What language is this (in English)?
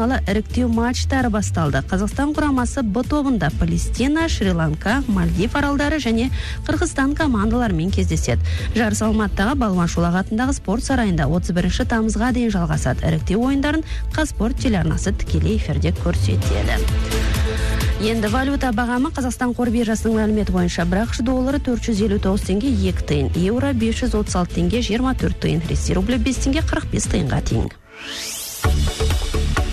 Kazakh